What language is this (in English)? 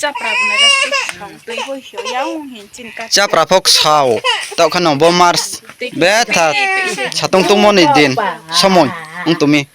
Riang (India)